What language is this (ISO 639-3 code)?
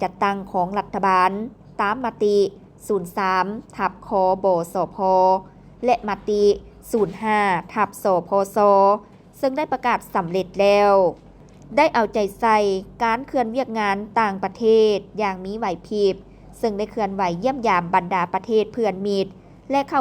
lao